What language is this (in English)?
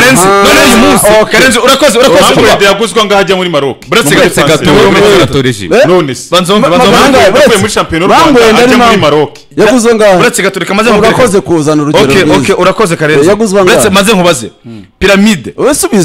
Kinyarwanda